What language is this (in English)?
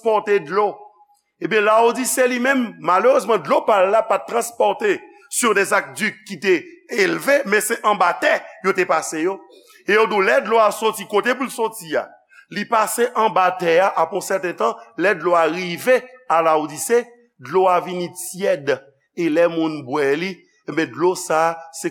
Haitian Creole